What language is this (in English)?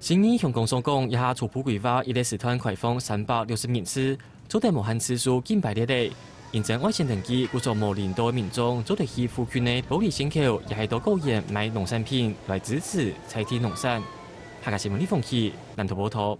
Hakka Chinese